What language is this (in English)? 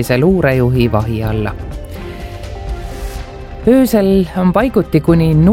Estonian